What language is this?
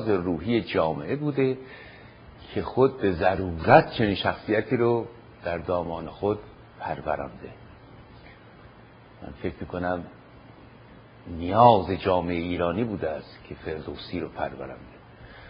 Persian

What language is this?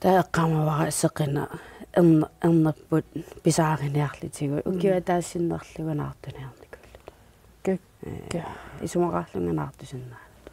Kalaallisut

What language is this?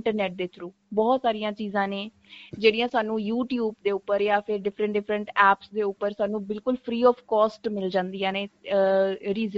Punjabi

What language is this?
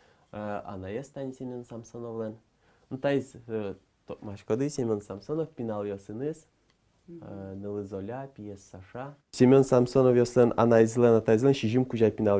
Udmurt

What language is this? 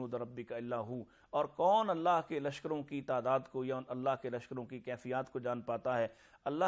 Urdu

